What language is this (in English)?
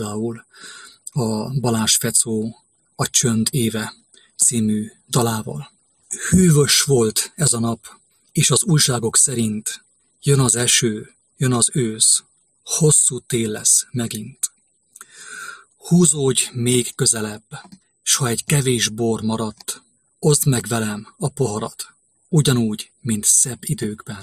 Hungarian